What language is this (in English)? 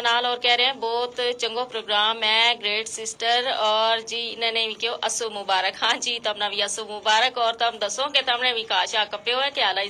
Gujari